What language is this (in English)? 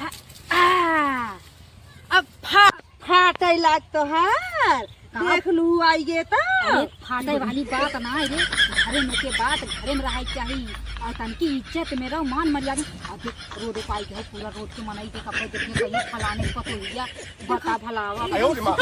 Awadhi